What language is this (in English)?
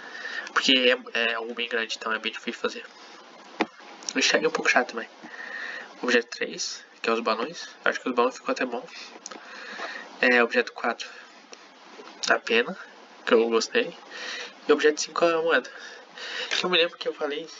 Portuguese